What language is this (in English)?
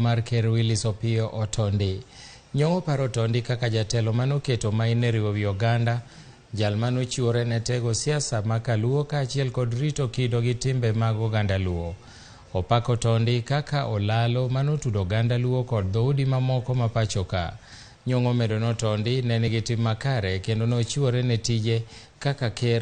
Luo (Kenya and Tanzania)